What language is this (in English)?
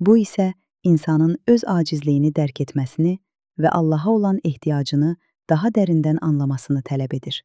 Azerbaijani